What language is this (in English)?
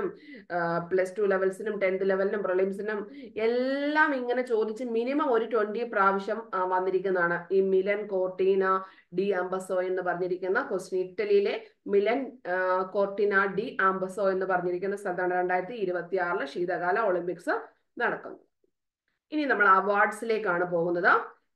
Malayalam